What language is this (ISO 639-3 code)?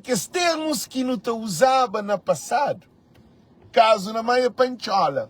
kea